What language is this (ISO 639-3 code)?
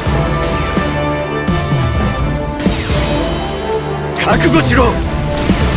jpn